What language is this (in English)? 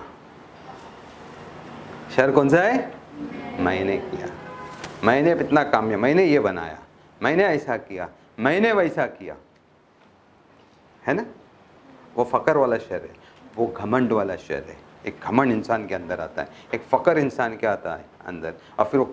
Urdu